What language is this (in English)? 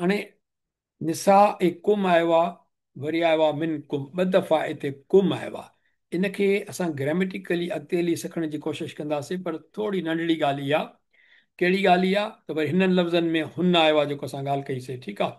Sindhi